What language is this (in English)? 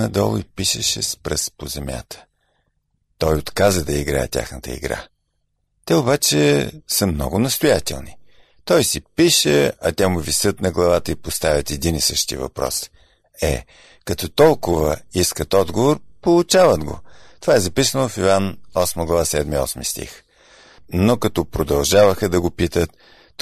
Bulgarian